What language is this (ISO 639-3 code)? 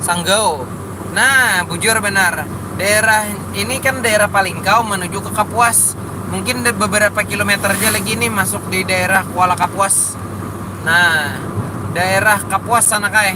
bjn